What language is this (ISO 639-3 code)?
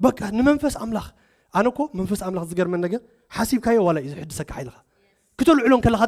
tir